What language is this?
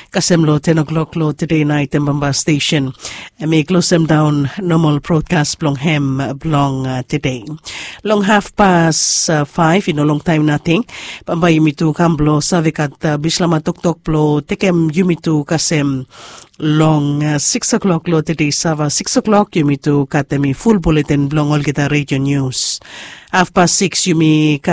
Bislama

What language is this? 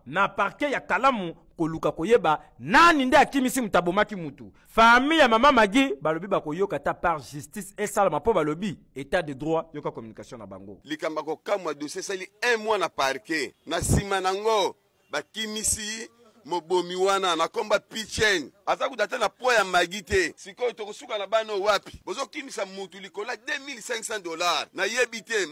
Lingala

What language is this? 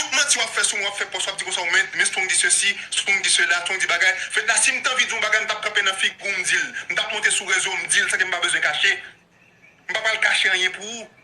Haitian Creole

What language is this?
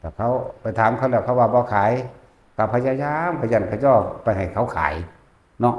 Northeastern Thai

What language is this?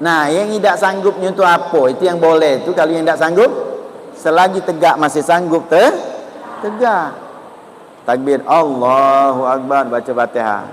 Musi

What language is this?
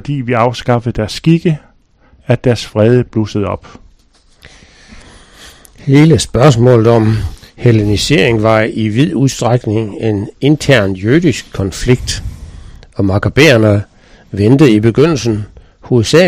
Danish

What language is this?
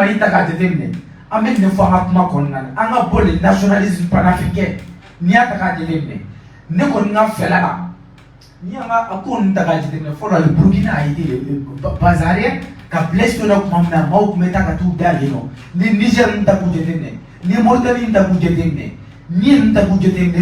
Bambara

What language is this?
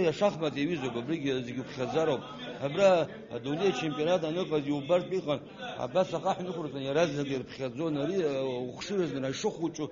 Abkhazian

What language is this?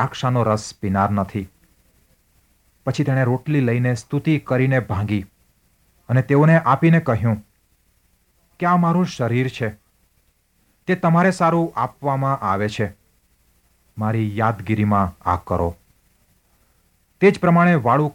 Gujarati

